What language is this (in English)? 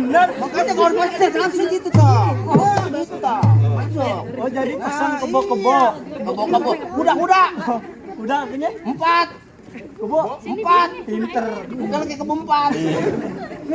Betawi